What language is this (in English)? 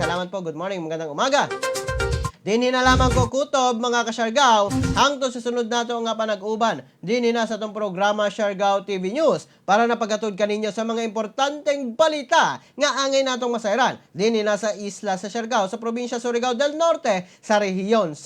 Cebuano